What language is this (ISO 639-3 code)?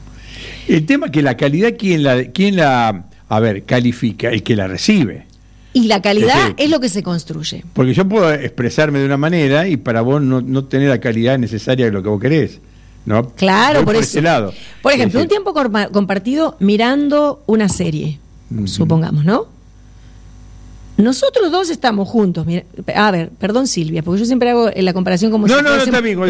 spa